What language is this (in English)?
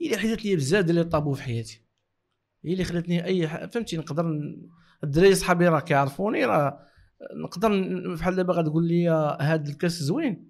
Moroccan Arabic